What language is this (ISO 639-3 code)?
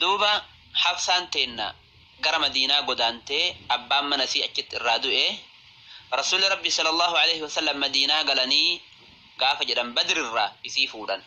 orm